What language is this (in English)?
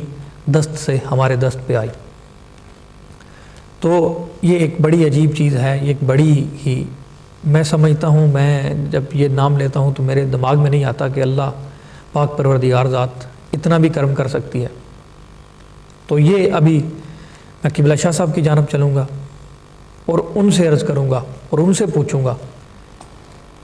Urdu